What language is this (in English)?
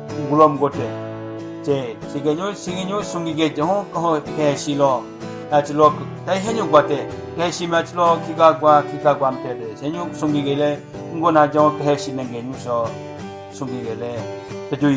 Southern Rengma Naga